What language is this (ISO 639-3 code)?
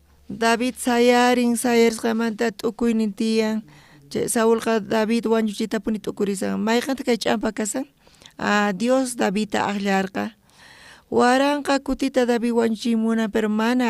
quh